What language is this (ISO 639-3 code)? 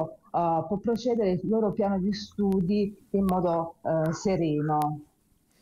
ita